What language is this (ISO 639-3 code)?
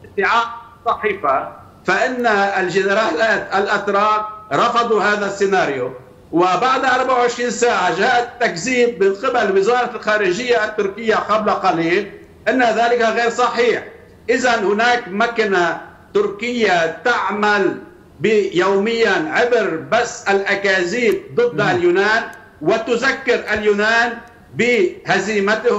ara